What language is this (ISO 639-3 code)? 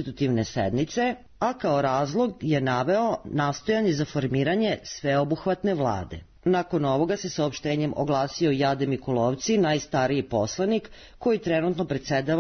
srp